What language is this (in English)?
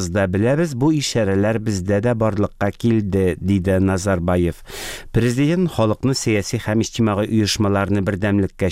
Tatar